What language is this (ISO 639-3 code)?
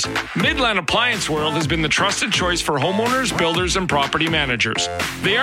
eng